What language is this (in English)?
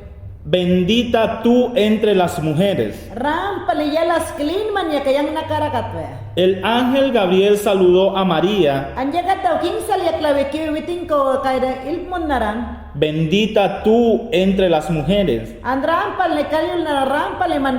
Mayangna